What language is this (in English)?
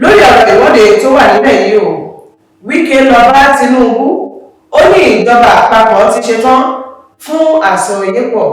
Yoruba